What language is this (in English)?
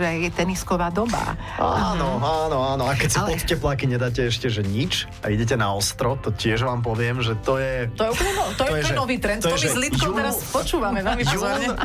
Slovak